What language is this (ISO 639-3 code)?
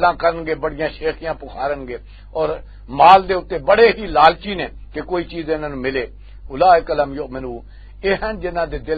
lah